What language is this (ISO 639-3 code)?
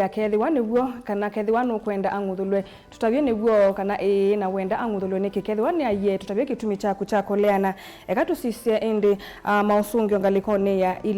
kam